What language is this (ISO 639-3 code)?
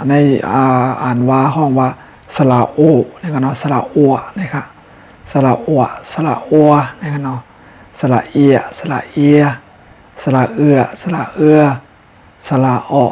shn